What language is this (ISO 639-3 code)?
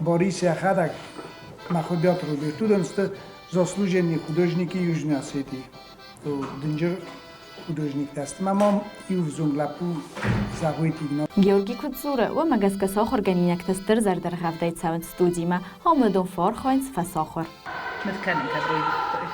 oss